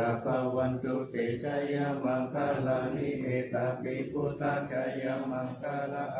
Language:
Pali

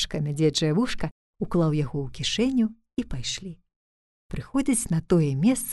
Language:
Belarusian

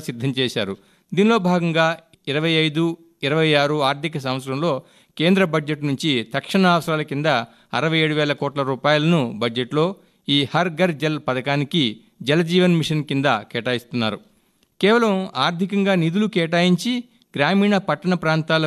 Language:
Telugu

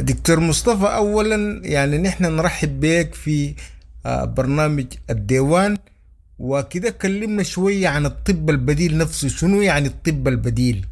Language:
Sudanese Arabic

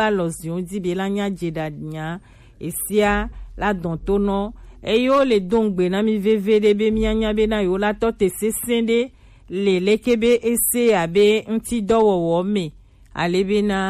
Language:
Gen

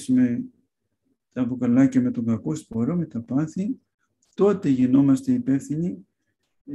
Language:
Greek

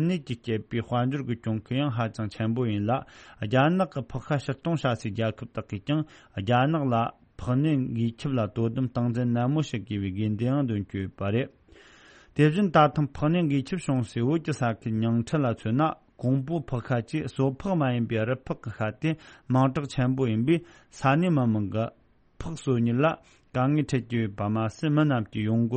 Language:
Tibetan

